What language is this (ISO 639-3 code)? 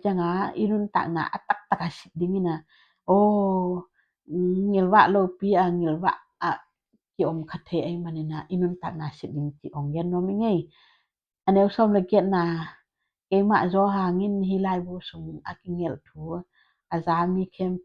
ctd